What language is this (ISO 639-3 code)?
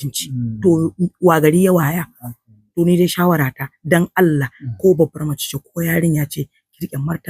hau